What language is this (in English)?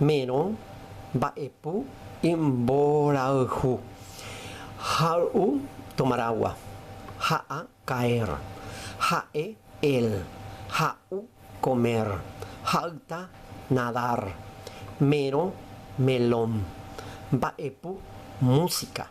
Guarani